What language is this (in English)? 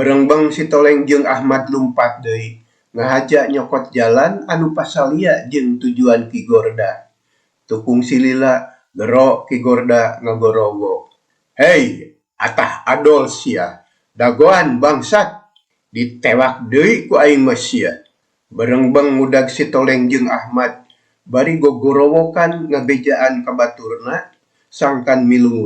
Sundanese